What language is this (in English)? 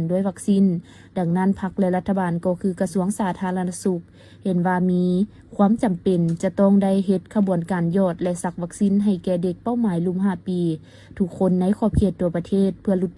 Lao